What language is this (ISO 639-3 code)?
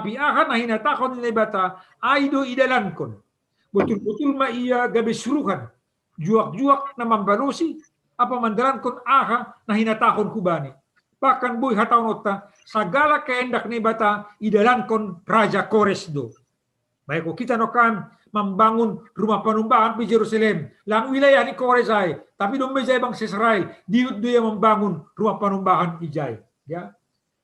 bts